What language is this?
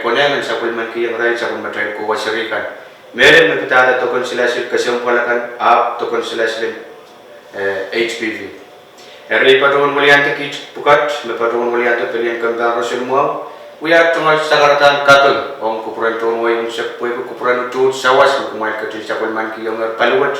Pohnpeian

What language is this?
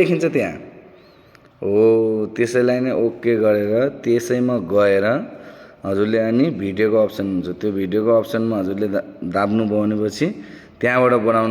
Nepali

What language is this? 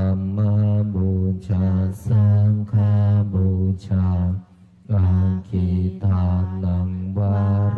Pali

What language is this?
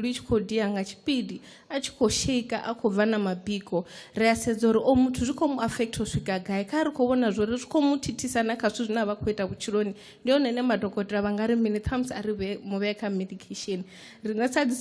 Venda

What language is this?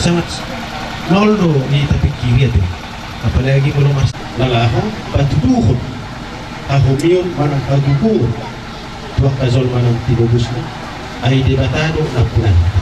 Batak Toba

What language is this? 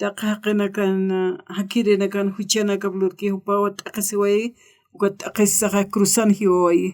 Aymara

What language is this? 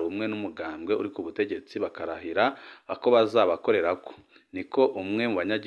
Rundi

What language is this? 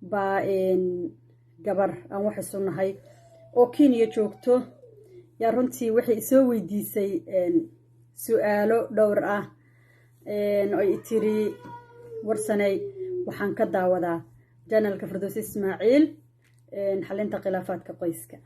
Somali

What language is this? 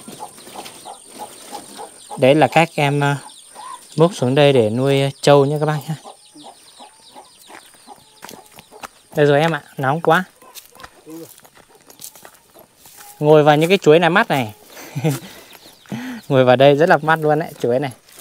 Vietnamese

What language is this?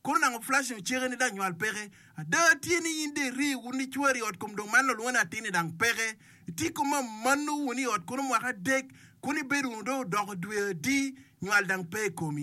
Acoli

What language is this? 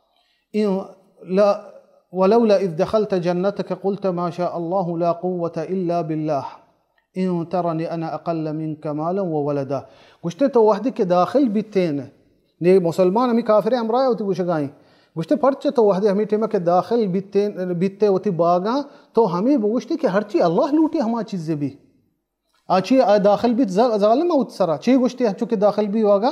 Baluchi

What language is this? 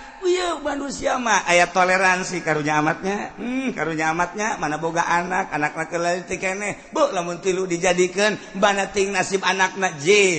Sundanese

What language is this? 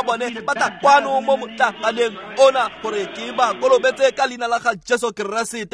Tswana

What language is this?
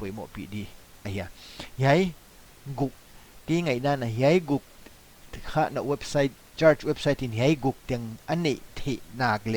Paite Chin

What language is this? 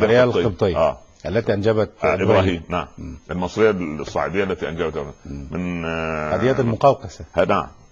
Egyptian Arabic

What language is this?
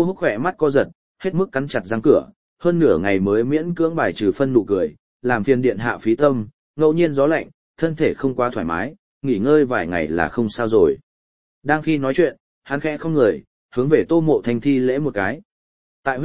Vietnamese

